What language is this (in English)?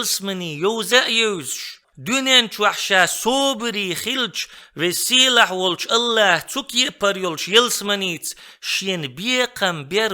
Chechen